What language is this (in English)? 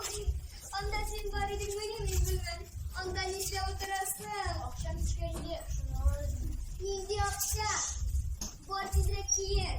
Tatar